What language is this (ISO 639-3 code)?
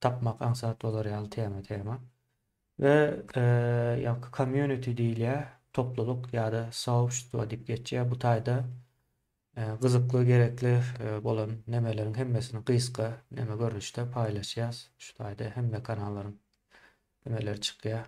tuk